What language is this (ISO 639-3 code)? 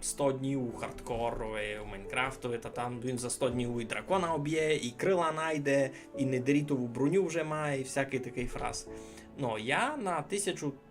rue